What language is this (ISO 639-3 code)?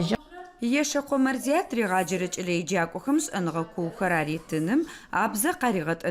ady